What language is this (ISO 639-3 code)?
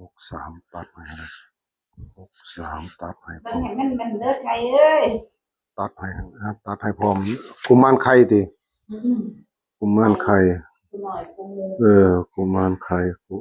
tts